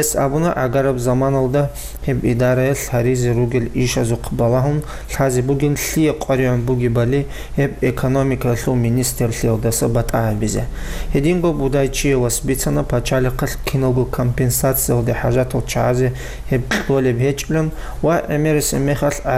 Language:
Avaric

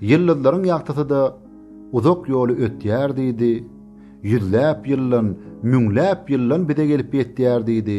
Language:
Turkmen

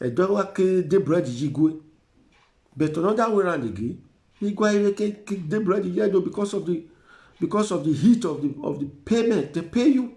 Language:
Nigerian Pidgin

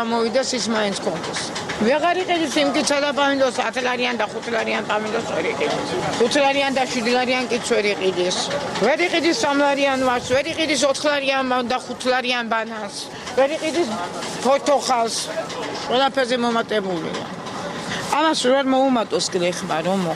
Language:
Georgian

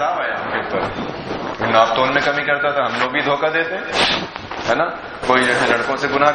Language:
Urdu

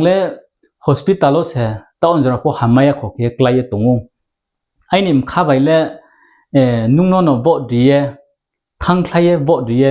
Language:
Riang (India)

